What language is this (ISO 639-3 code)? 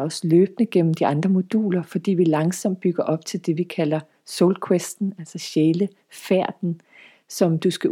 dan